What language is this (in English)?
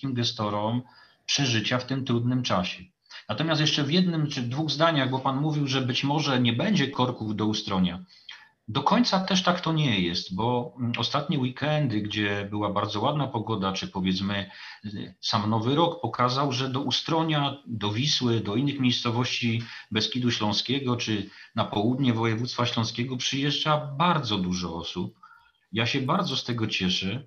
Polish